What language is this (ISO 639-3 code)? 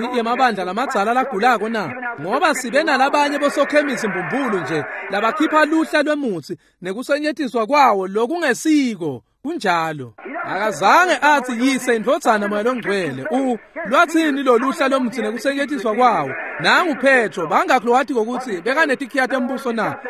ssw